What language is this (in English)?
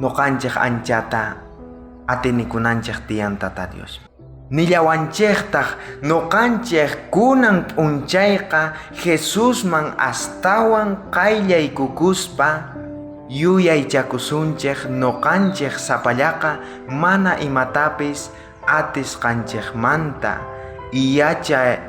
South Bolivian Quechua